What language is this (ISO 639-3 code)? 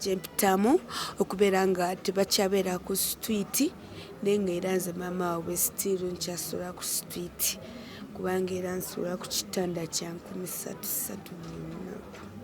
lug